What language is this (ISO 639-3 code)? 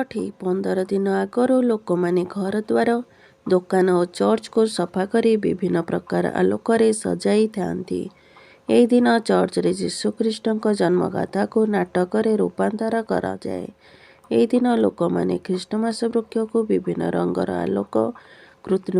ori